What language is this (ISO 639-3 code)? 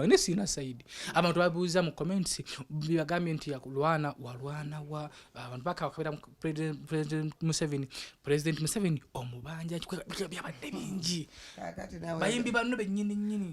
lug